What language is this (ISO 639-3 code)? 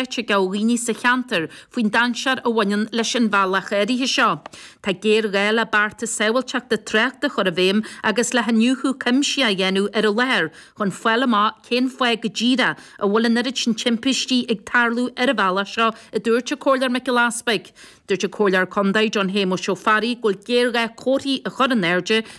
gle